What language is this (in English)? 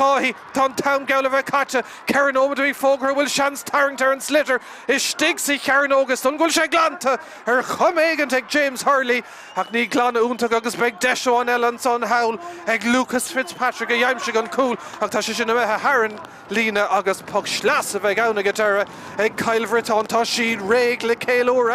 Irish